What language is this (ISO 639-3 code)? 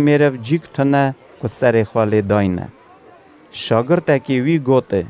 kur